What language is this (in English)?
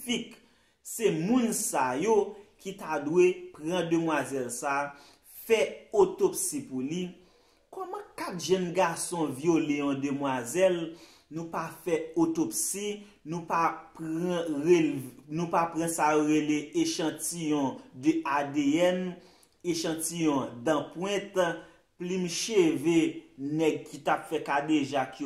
Haitian Creole